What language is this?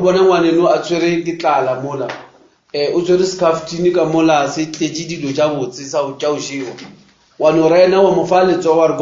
Northern Sotho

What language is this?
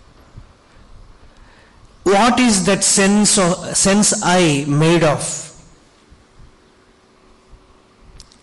English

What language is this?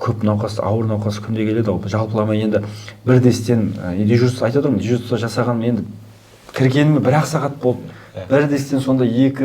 Kazakh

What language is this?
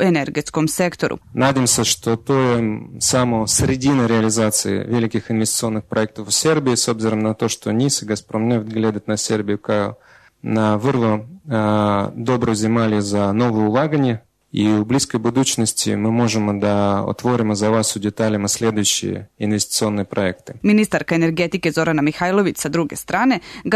Serbian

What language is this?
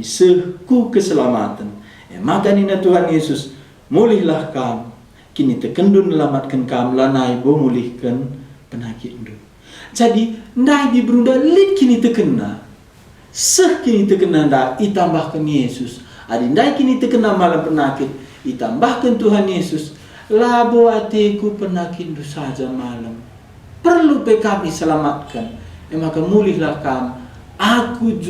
Batak Karo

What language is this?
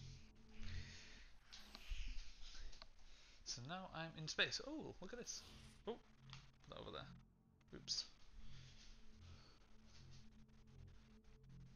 English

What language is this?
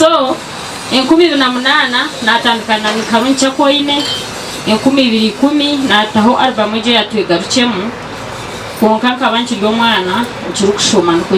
Nyankole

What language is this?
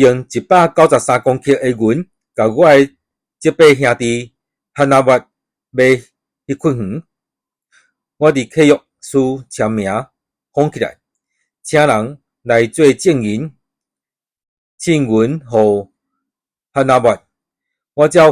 Min Nan Chinese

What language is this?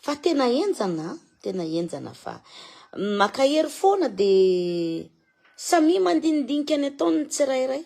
Malagasy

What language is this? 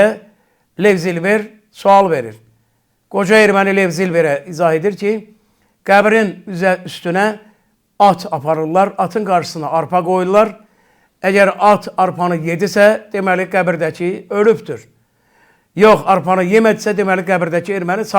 Azerbaijani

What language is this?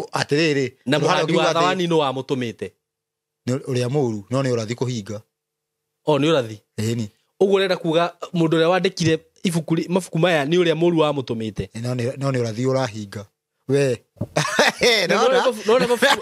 Kikuyu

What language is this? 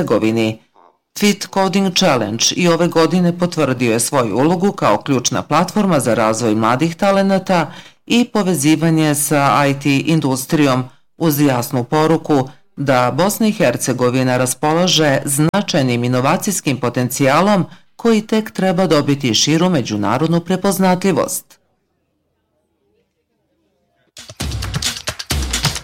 Bosnian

